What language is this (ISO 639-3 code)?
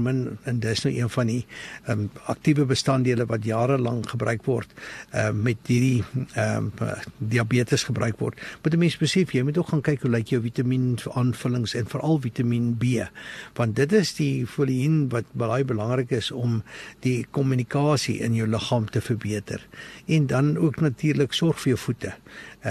afr